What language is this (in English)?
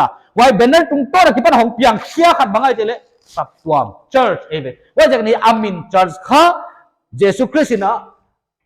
Paite Chin